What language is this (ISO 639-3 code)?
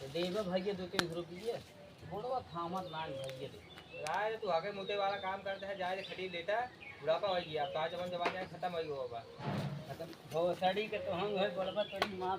awa